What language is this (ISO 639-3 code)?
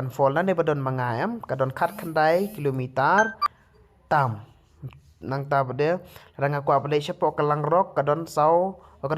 kha